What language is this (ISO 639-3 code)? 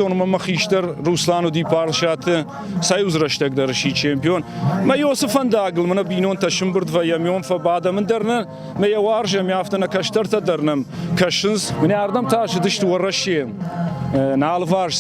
oss